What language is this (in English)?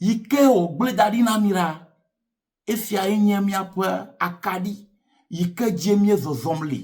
Ewe